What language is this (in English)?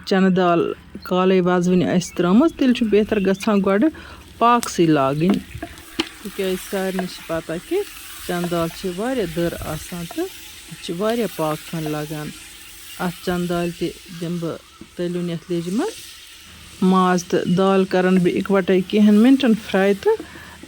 Kashmiri